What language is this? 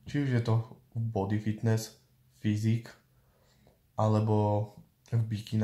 Slovak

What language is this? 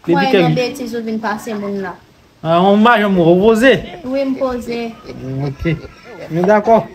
Haitian Creole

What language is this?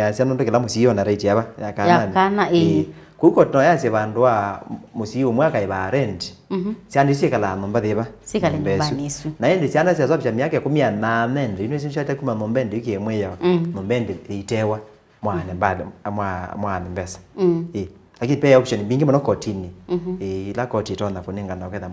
Kamba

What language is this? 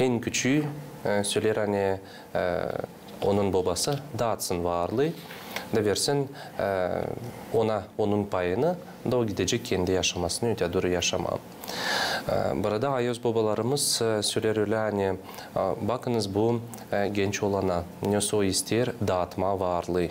Gagauz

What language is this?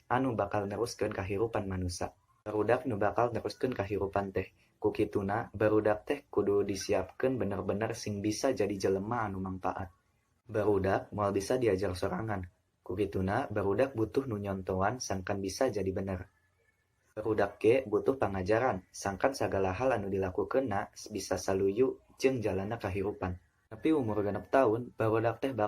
Sundanese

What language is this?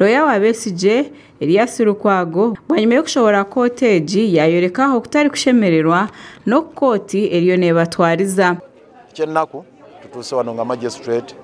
Nyankole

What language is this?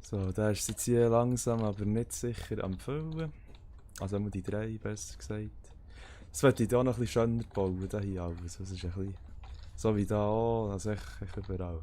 Swiss German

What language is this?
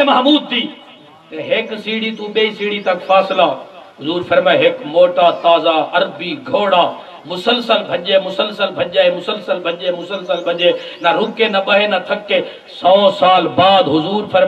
Saraiki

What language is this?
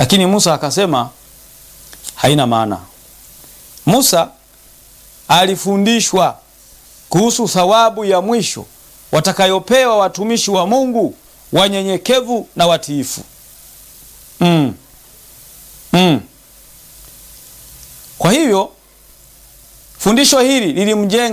Swahili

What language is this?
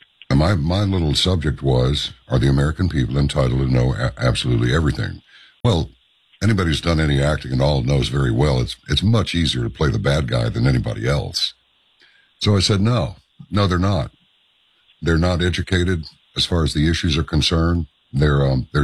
English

